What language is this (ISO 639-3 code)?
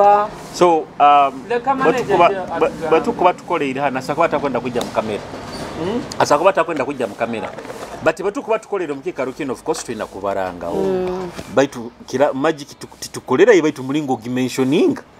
nyo